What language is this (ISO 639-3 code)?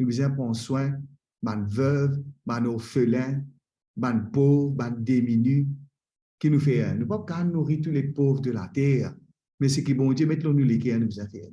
mfe